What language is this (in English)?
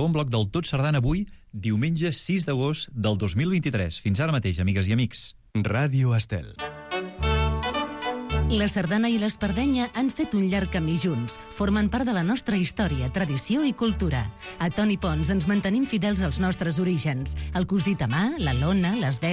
Catalan